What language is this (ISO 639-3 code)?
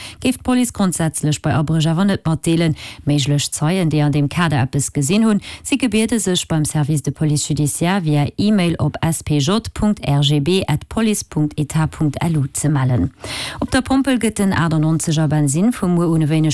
ltz